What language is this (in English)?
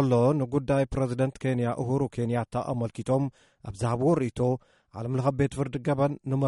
Tigrinya